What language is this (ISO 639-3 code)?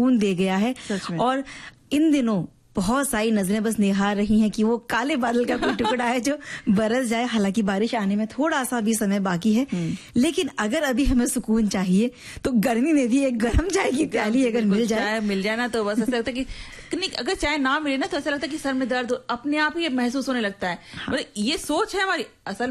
hin